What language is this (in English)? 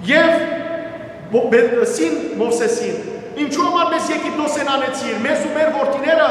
Western Armenian